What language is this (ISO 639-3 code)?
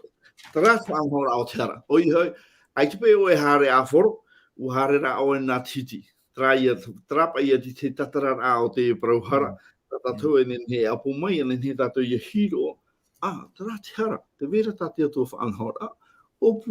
tah